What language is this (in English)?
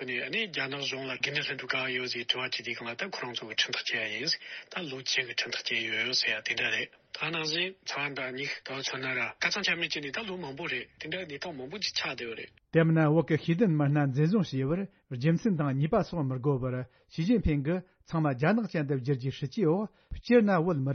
Tibetan